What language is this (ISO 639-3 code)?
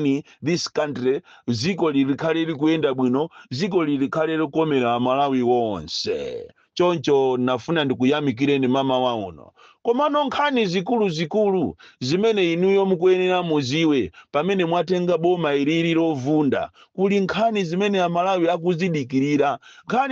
nya